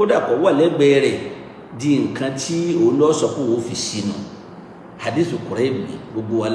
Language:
Yoruba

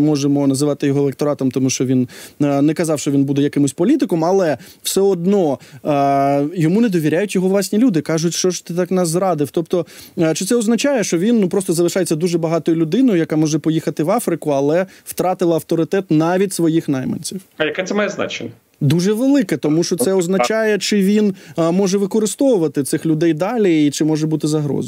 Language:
Ukrainian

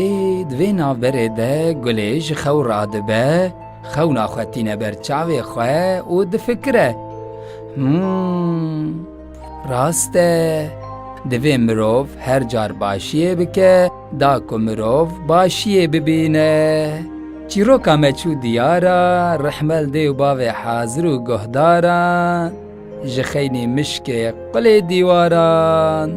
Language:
Kurdish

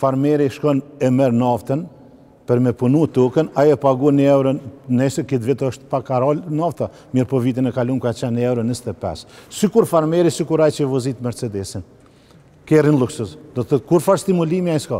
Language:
Albanian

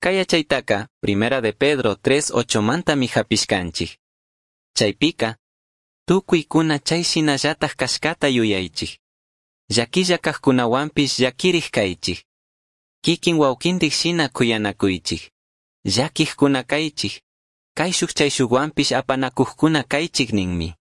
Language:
Chimborazo Highland Quichua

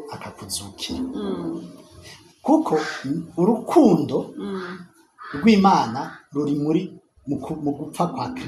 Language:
Rundi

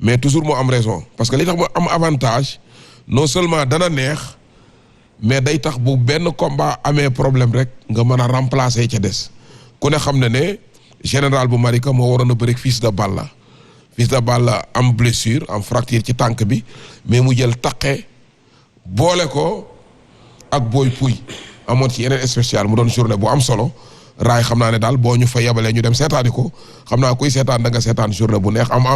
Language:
Wolof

